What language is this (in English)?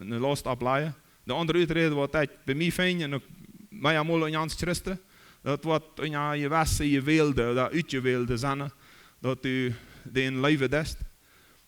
Plautdietsch